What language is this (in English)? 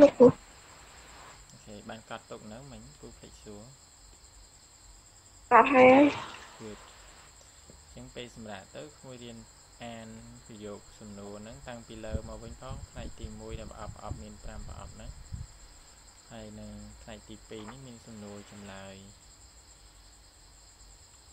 Khmer